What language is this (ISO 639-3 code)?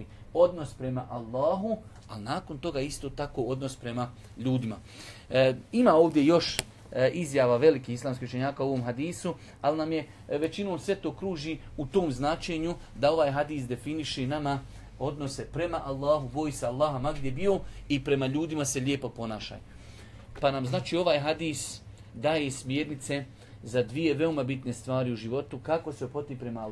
bos